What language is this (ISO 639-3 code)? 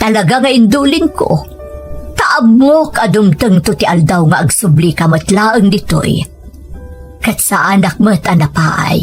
ilo